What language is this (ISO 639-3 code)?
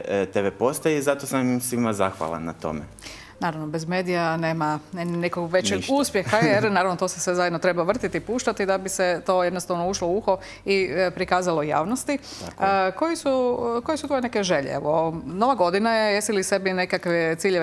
hrv